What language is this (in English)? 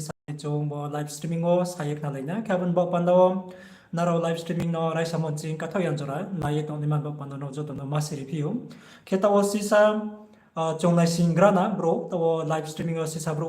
Riang (India)